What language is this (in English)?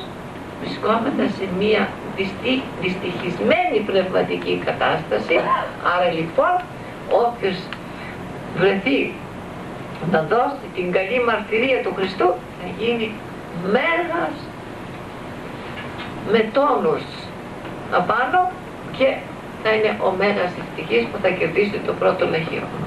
Greek